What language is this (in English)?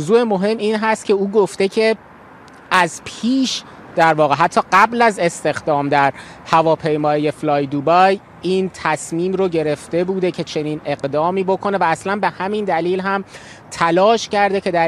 Persian